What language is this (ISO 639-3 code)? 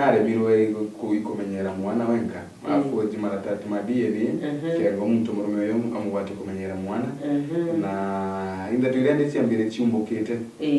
mer